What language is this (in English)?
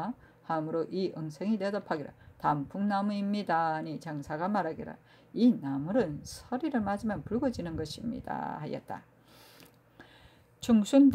Korean